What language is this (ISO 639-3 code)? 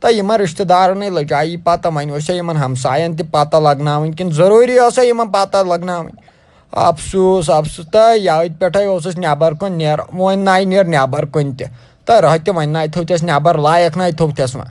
kas